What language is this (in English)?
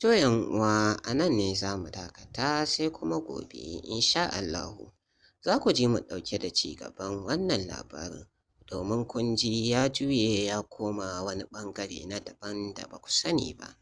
Hausa